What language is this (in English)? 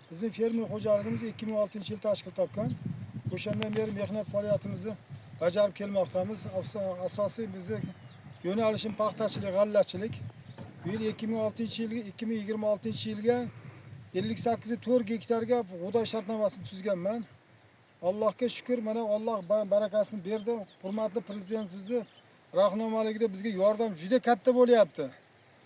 Uzbek